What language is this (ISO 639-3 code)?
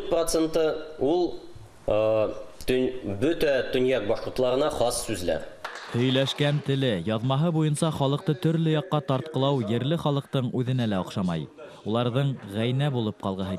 bak